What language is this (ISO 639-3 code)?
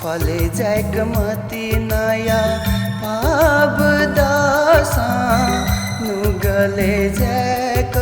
new